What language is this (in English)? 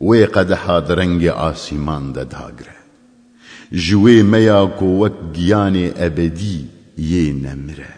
Kurdish